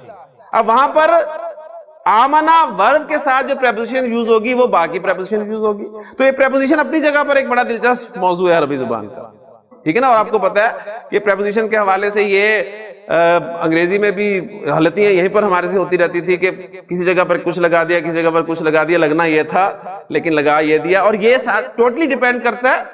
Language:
Urdu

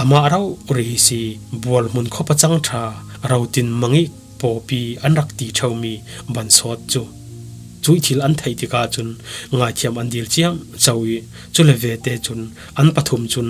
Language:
Falam Chin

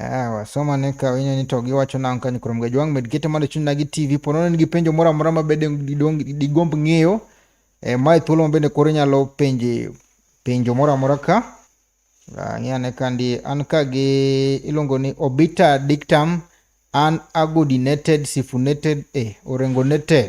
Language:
Luo (Kenya and Tanzania)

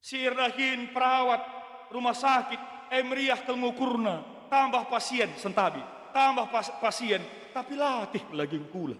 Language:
Batak Karo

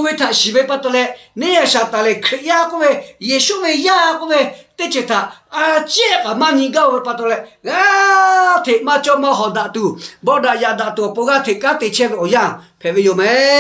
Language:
Lahu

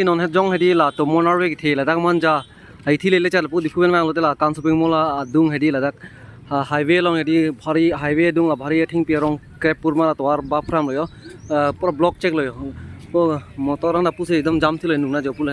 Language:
Karbi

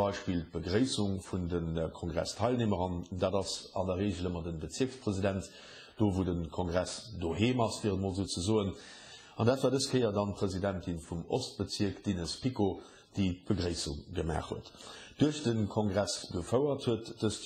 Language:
Luxembourgish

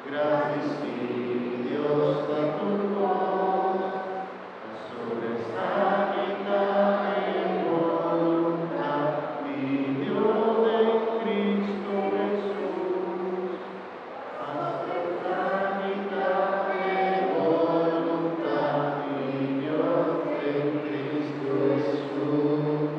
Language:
Papiamento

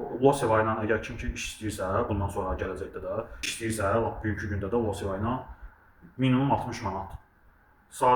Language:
Azerbaijani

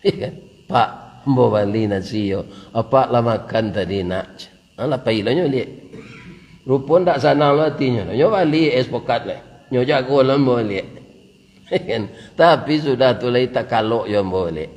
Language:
Minangkabau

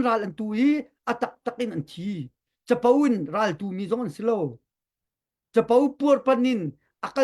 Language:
Hakha Chin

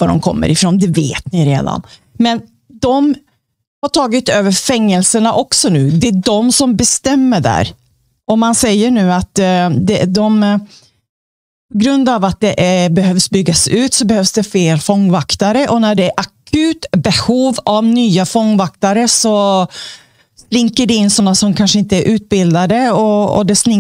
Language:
Swedish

